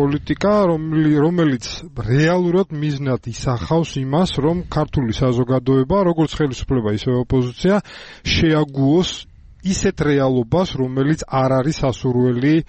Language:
Georgian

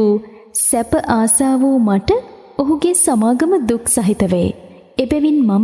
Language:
Sinhala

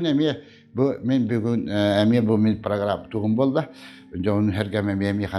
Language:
Yakut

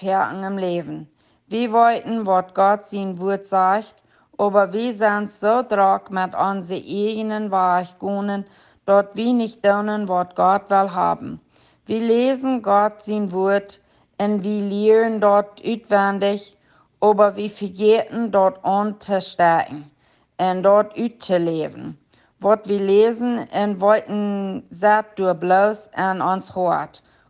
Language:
Plautdietsch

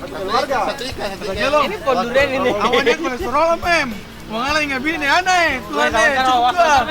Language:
Ambonese Malay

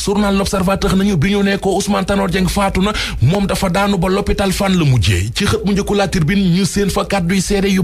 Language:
Wolof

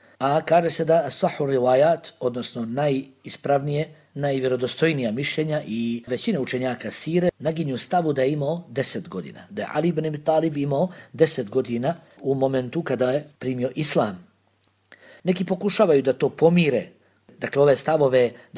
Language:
Bosnian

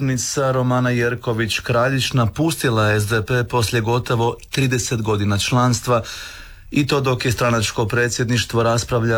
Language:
Croatian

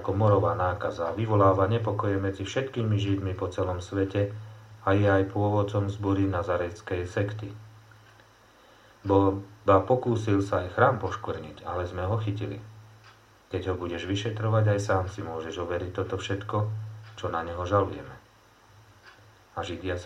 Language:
Slovak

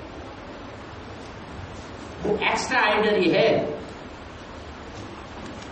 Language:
Hindi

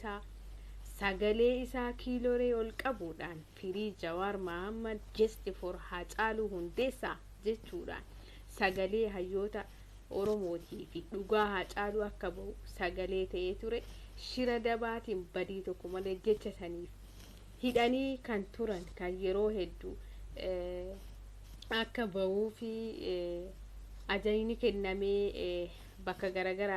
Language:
Oromo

